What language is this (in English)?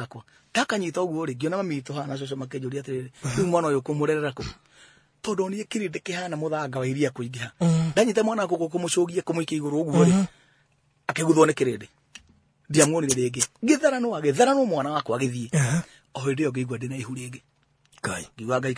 Kikuyu